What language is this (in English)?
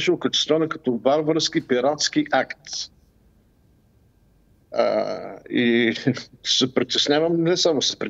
Bulgarian